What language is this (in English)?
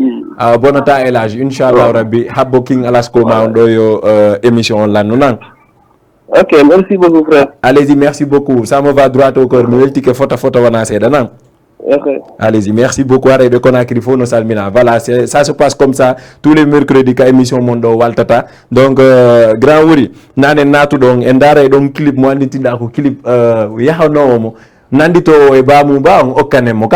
Fula